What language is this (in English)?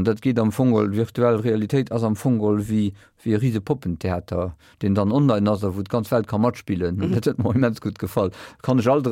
Luxembourgish